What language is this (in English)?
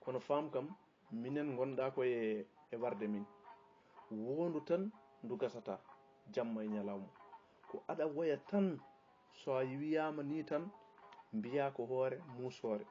Fula